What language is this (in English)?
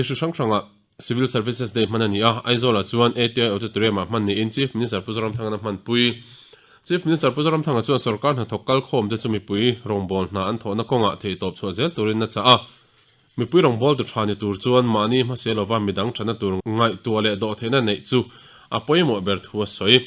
Mizo